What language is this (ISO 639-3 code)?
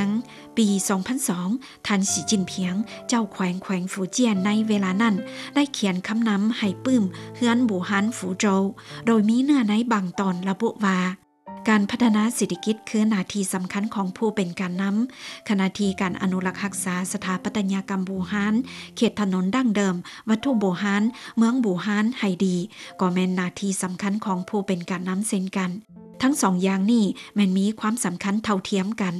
lao